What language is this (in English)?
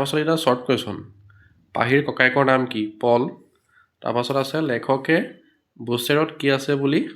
Assamese